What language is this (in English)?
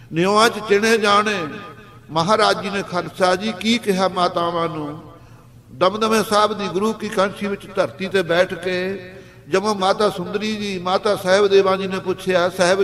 Punjabi